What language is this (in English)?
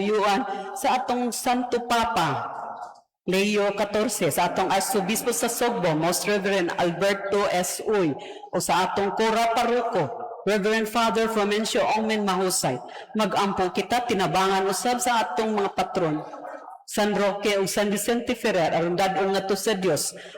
Cebuano